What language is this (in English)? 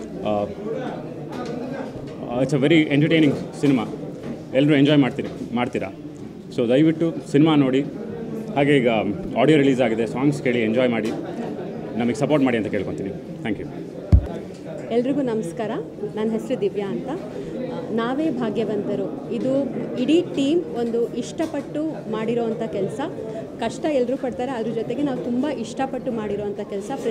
Kannada